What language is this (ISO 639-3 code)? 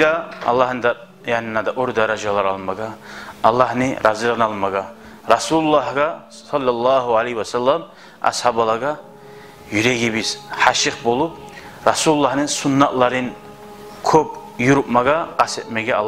kum